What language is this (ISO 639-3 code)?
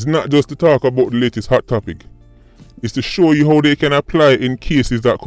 jam